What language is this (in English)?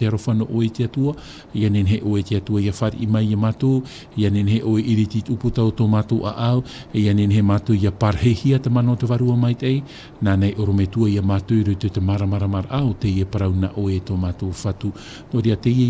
Tahitian